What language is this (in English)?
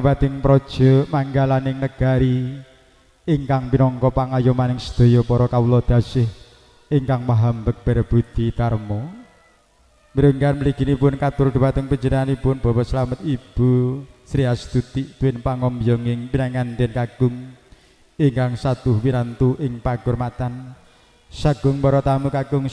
Javanese